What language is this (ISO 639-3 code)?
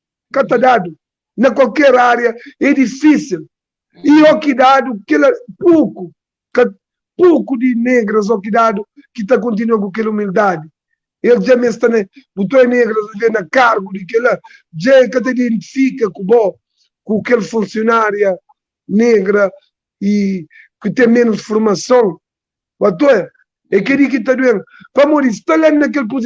kea